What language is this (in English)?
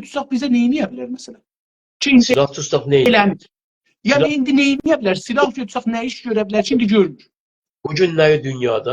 South Azerbaijani